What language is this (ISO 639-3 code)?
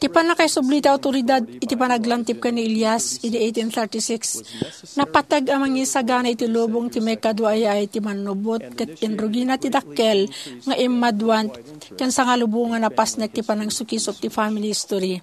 ilo